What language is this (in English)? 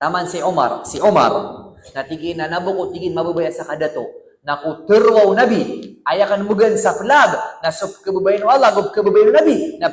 Maranao